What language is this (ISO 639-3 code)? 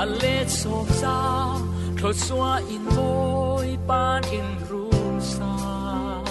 cfm